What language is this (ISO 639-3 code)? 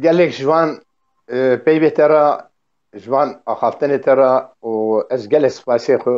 kur